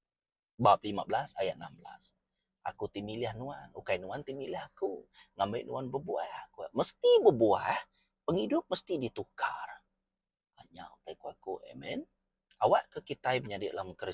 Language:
Iban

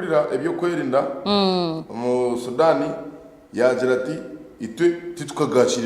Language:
Nyankole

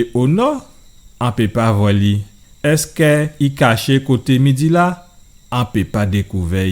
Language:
Guadeloupean Creole French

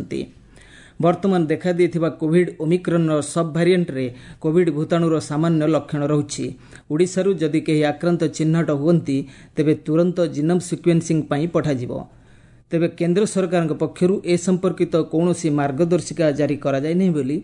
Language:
Odia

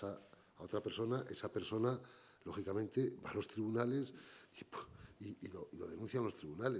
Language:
Spanish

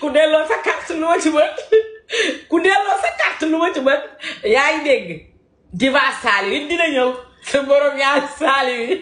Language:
Wolof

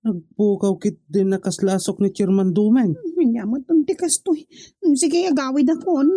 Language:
Iloko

